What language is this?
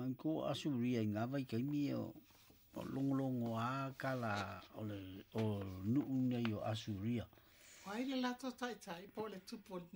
Samoan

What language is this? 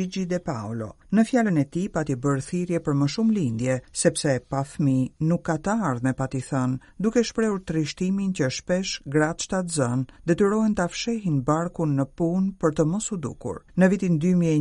Albanian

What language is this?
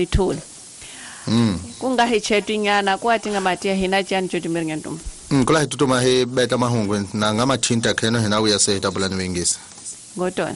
Tsonga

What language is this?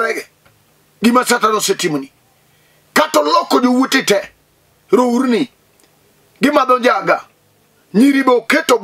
Luo (Kenya and Tanzania)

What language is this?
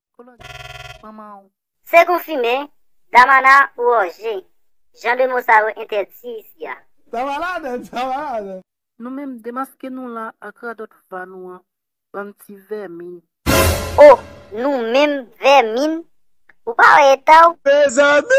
Haitian Creole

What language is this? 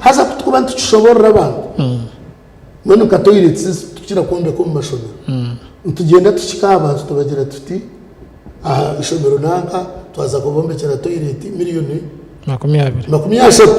Nyankole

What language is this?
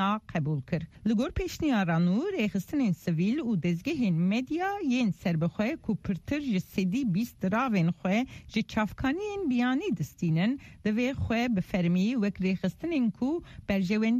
Kurdish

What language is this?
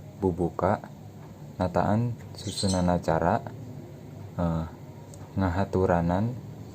Sundanese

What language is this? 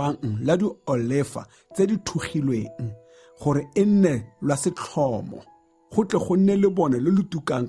Tswana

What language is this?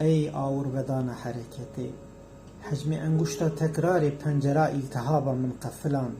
Kurdish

